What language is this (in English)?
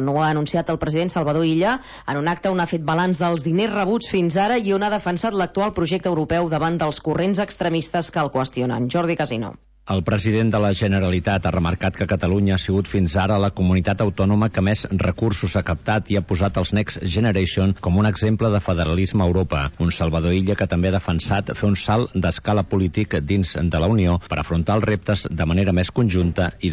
Catalan